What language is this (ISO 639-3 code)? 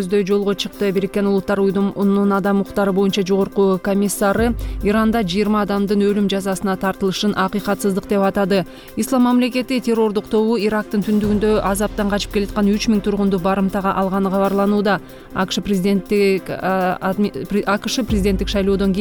kir